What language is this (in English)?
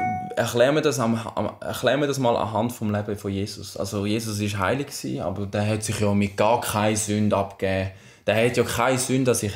Swiss German